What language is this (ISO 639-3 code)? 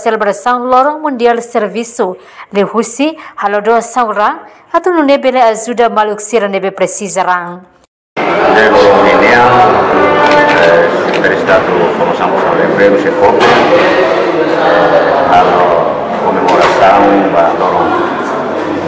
tet